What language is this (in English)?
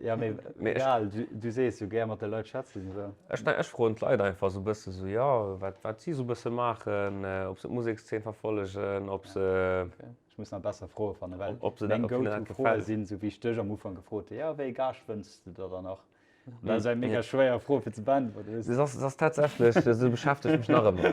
Luxembourgish